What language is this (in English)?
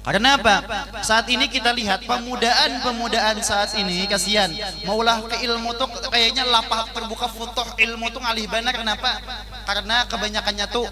Banjar